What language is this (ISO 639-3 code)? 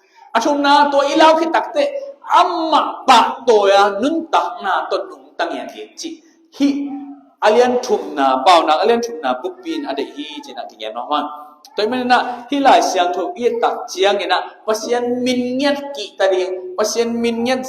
ctd